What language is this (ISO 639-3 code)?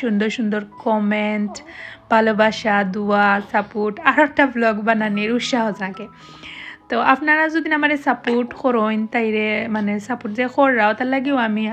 syl